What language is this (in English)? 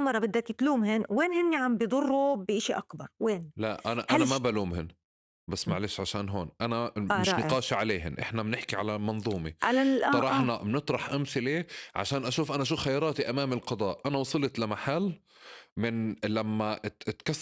North Levantine Arabic